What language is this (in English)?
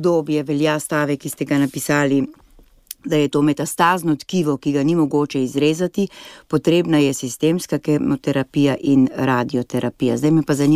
Slovenian